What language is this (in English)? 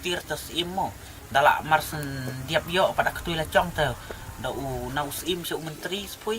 Khasi